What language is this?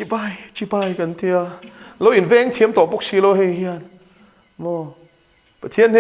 Mizo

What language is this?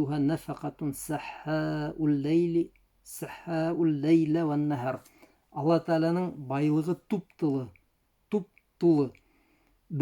Bashkir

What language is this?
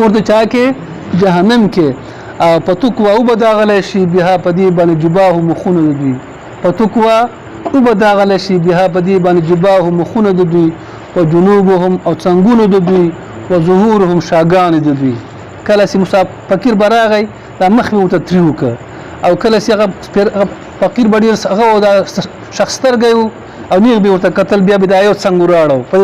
Pashto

